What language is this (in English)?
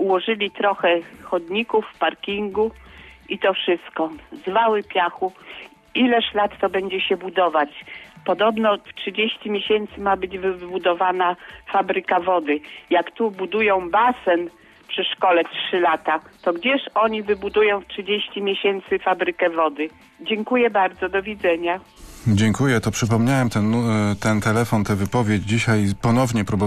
Polish